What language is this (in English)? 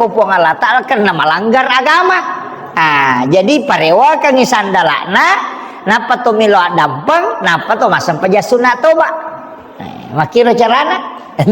Buginese